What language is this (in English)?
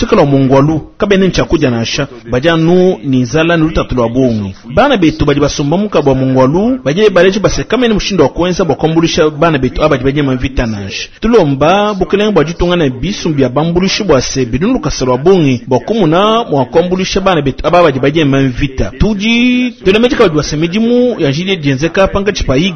Luba-Lulua